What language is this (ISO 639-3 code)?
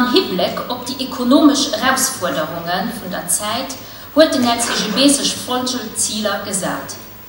ltz